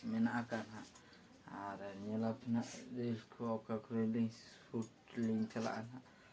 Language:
Santali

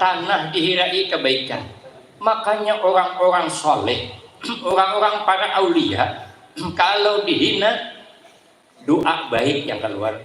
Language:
Banjar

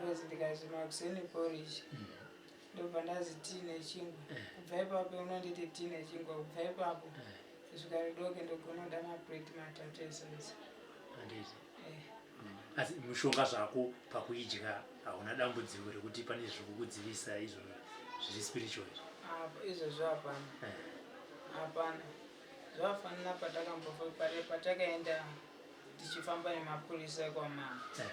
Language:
Shona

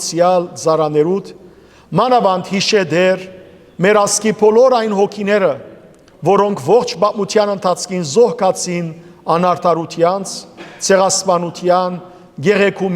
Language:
Western Armenian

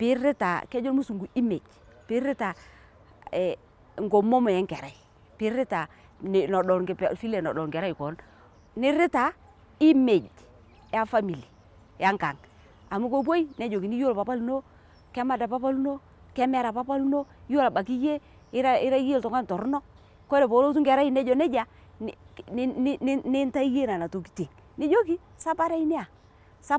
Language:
Masai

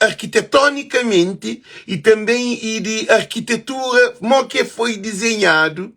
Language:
Kabuverdianu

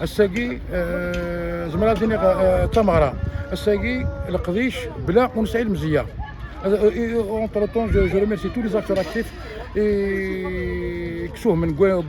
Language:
Kabyle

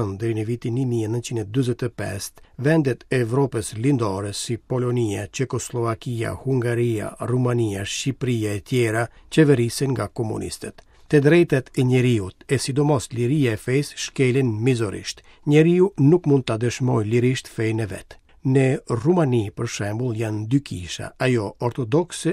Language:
Albanian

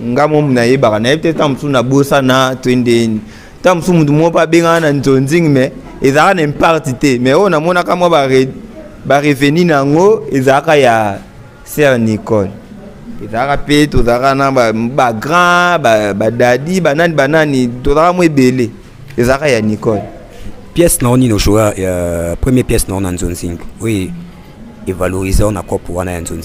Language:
Lingala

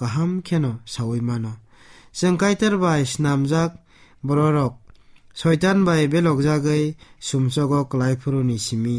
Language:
Kok Borok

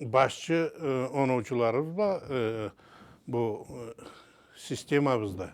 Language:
Karachay-Balkar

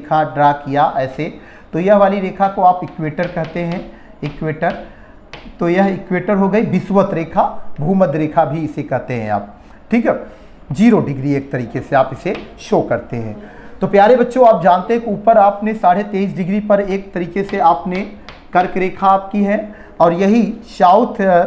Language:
Hindi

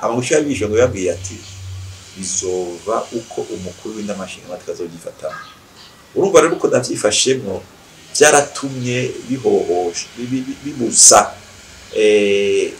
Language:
Rundi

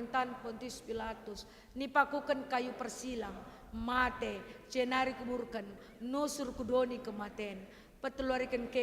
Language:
Batak Karo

